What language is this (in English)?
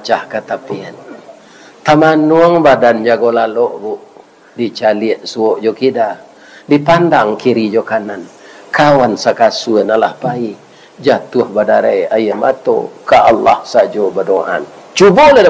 Minangkabau